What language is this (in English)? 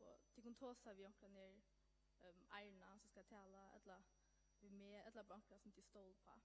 Faroese